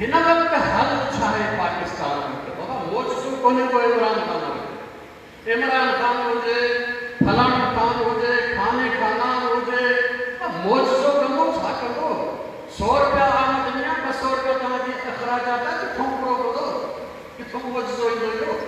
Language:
Sindhi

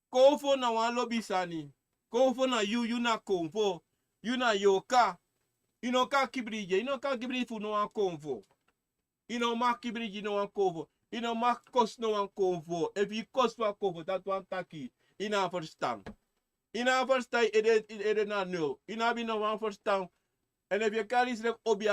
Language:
Sranan Tongo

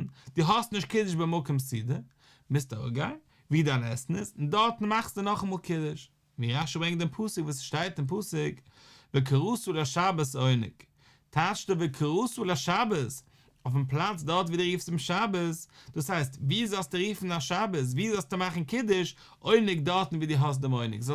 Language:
Yiddish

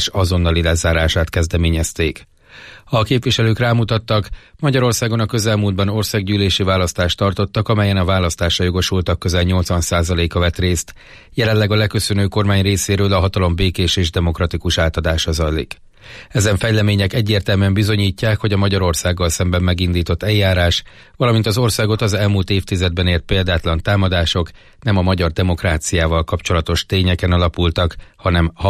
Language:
Hungarian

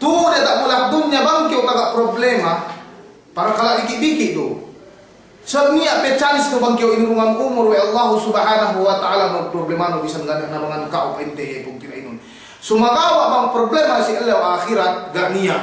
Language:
Yakan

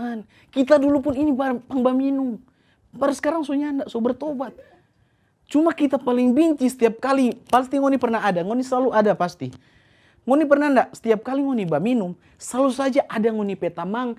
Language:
Manado Malay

